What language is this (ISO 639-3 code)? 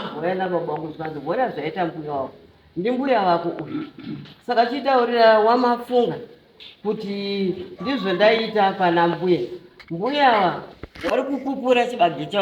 sna